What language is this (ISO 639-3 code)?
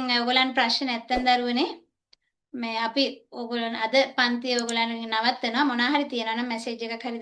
sin